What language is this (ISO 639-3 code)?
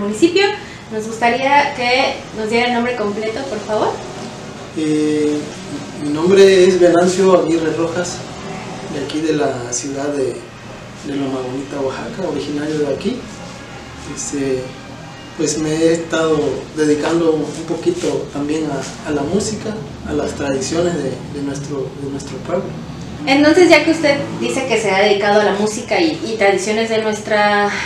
spa